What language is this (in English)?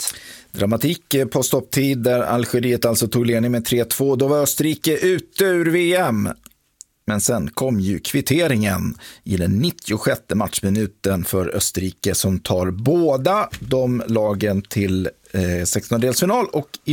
Swedish